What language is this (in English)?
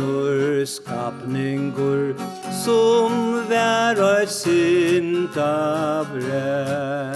Faroese